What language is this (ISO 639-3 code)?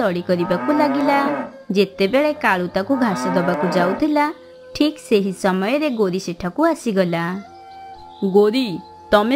ori